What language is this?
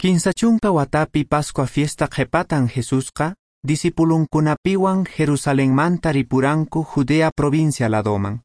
Quechua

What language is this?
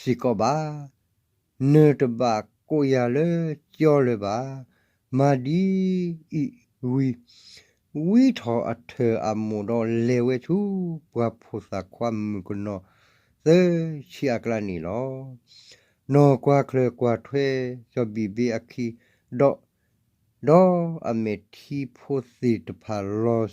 S'gaw Karen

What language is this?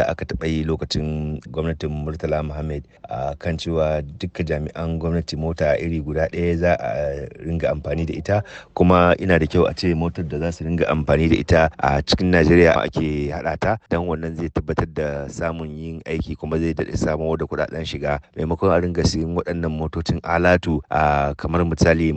Hausa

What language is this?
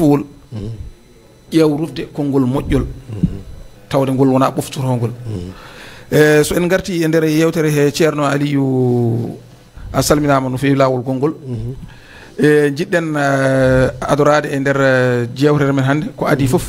Fula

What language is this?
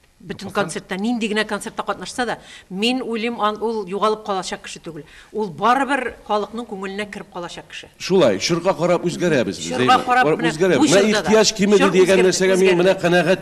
Tatar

